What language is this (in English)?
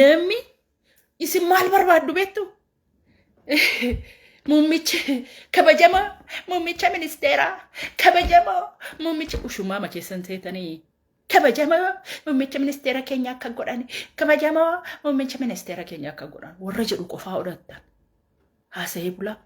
Oromo